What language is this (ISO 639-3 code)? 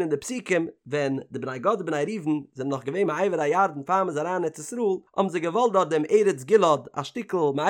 yid